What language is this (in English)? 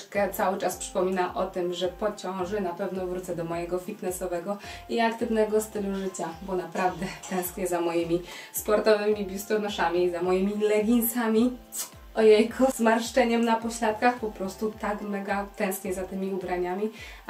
Polish